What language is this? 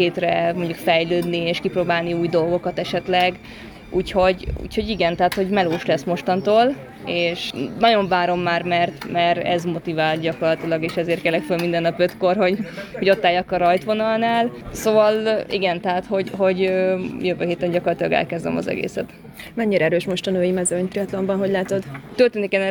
Hungarian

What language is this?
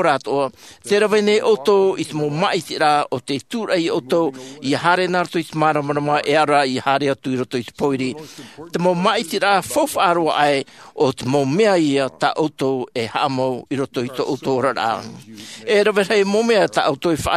Tahitian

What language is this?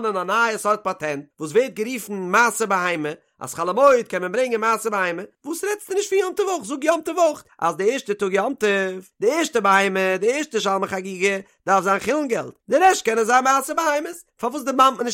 Yiddish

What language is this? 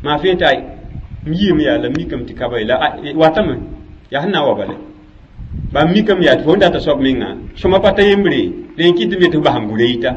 Mossi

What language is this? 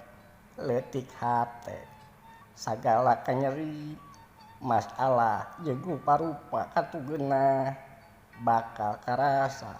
Sundanese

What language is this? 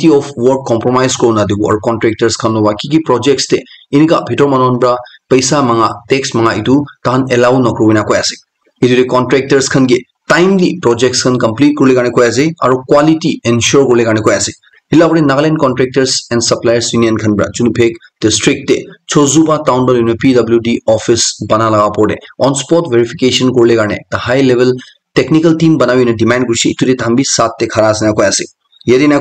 Naga Pidgin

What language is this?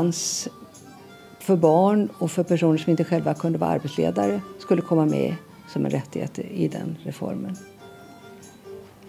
Swedish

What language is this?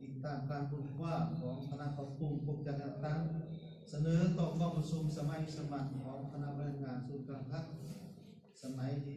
Lao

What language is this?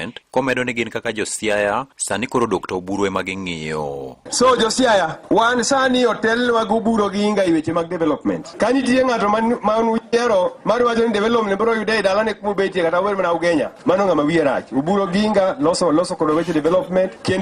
Luo (Kenya and Tanzania)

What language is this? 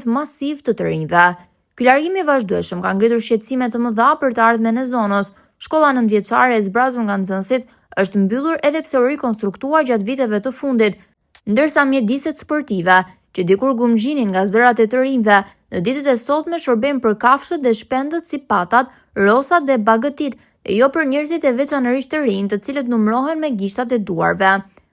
Albanian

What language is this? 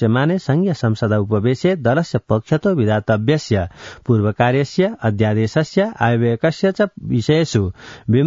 Sanskrit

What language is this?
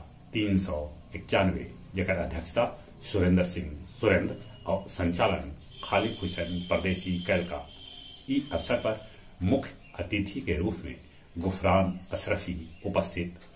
Magahi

